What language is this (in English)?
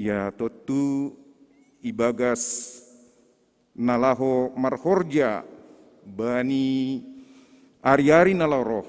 Batak Simalungun